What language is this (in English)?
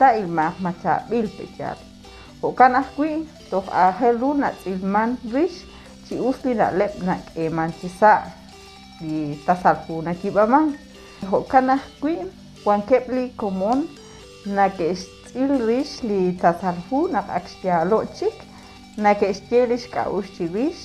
Kekchí